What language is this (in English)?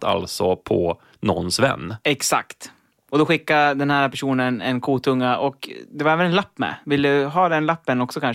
Swedish